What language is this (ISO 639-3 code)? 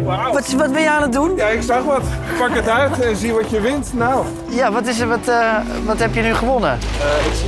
nld